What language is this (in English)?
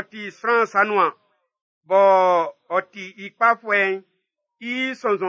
Baoulé